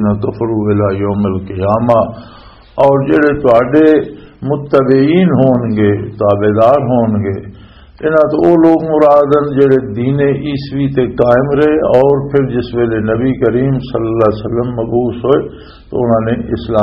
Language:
Western Panjabi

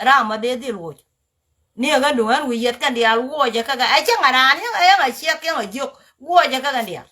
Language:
Nuer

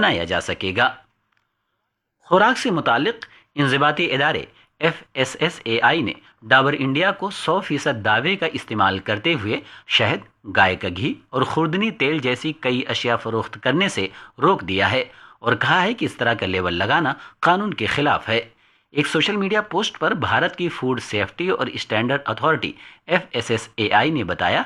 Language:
Urdu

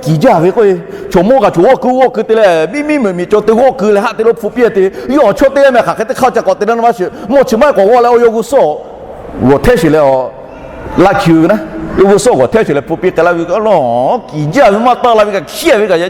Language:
Lahu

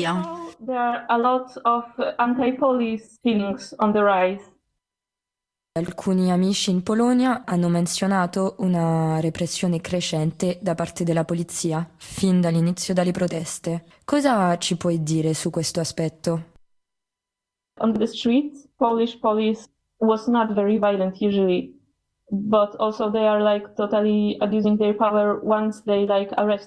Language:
Italian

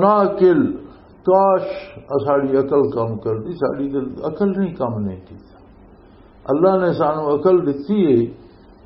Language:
Western Panjabi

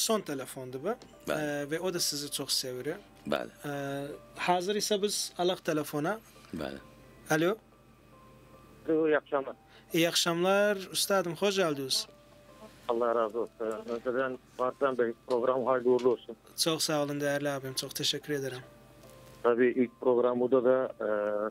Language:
Turkish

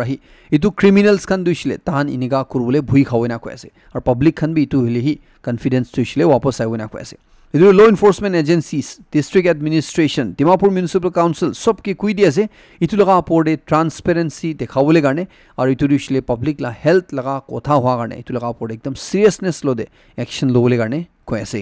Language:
Naga Pidgin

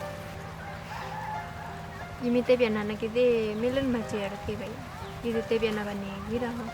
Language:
S'gaw Karen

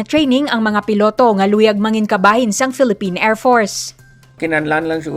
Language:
Hiligaynon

